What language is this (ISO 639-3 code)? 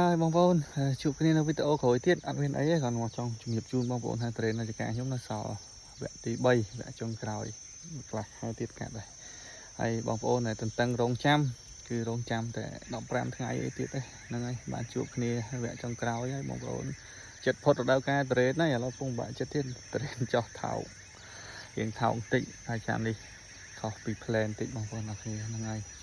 khm